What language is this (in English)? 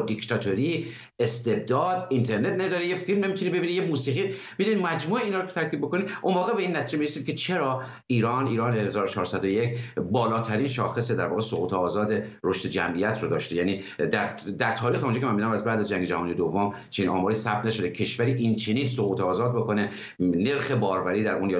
Persian